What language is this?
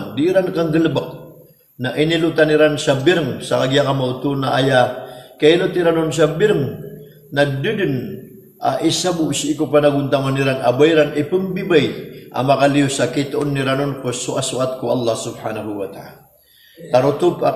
Maranao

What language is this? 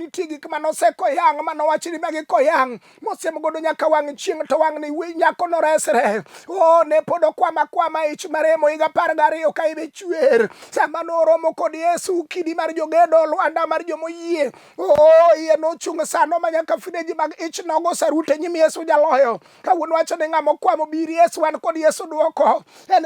Luo (Kenya and Tanzania)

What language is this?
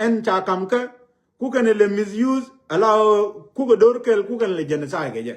Nuer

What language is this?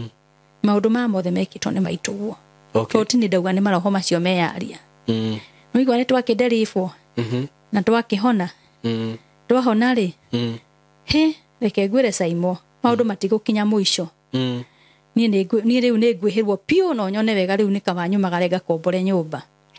Kikuyu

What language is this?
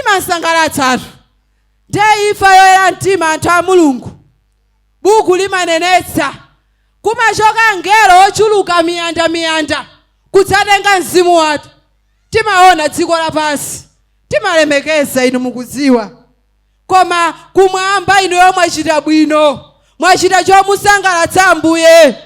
Nyanja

